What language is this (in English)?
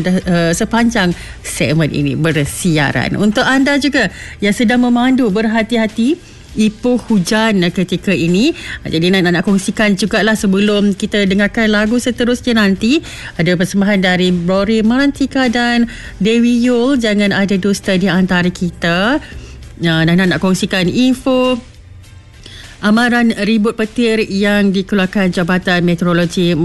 Malay